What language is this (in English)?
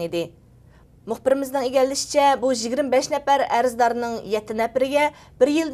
Uyghur